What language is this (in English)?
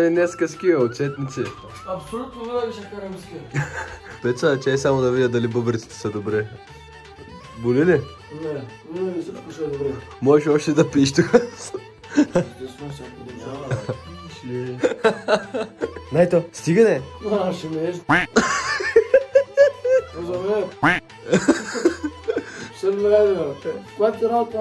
Bulgarian